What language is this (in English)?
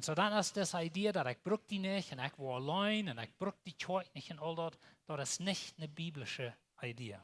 Plautdietsch